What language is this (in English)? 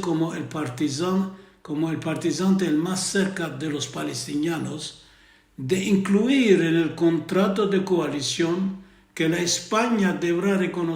Ladino